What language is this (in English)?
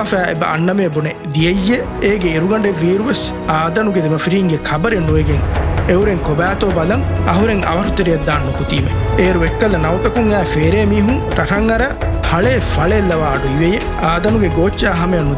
Divehi